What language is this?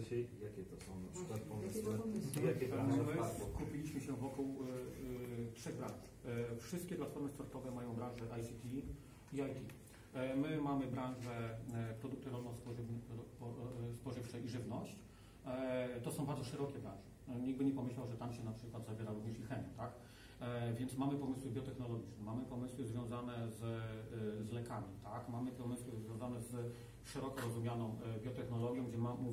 Polish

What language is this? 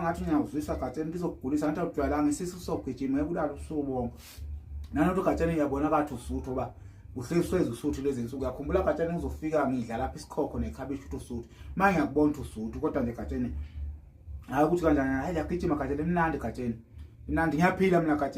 Zulu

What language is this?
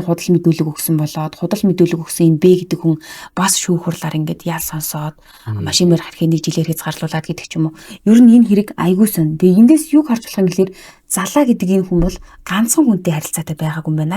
Mongolian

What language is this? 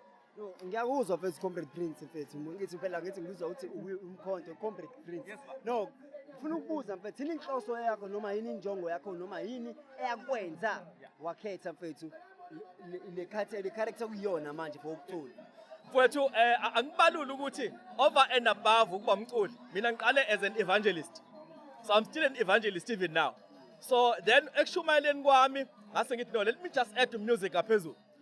Zulu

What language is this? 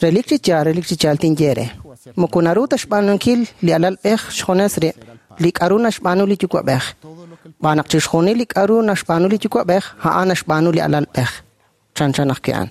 Kekchí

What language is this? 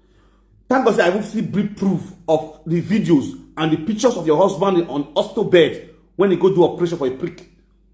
Nigerian Pidgin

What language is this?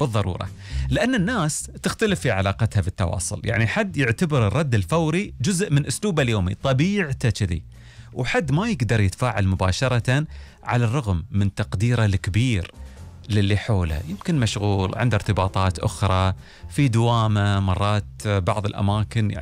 Gulf Arabic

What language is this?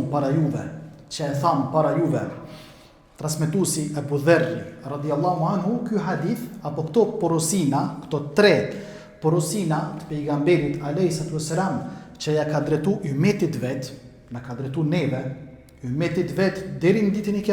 Albanian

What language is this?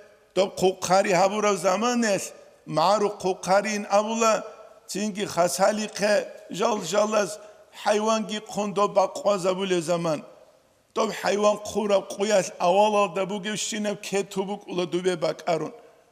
Avaric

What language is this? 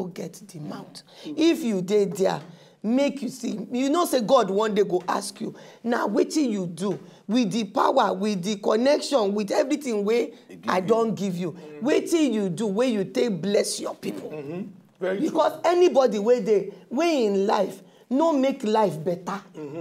Nigerian Pidgin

